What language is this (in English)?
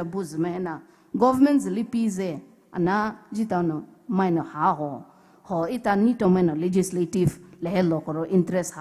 Poumei Naga